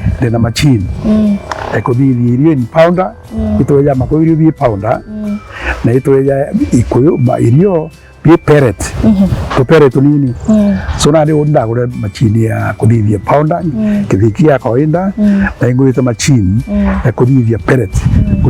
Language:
Meru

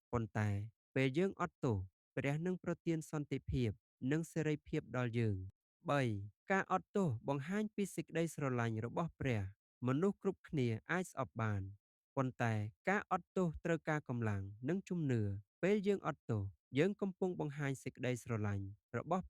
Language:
Khmer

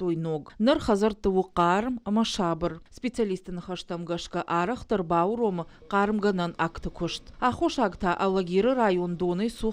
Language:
Ossetic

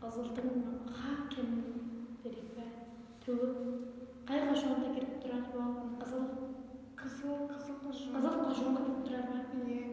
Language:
Tuvinian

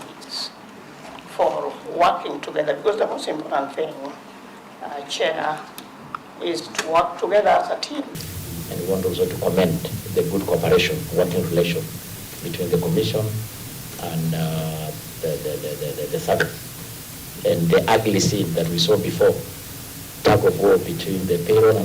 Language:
Kamba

